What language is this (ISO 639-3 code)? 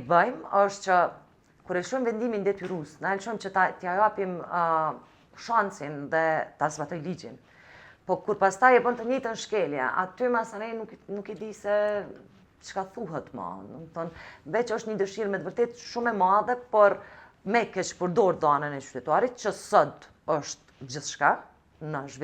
sqi